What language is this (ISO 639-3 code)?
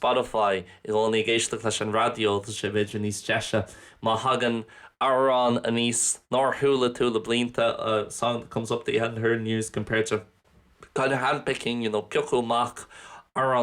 gle